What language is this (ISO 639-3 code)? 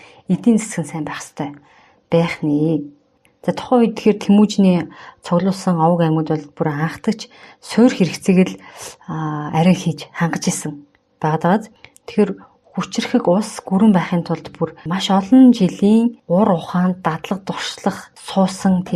mon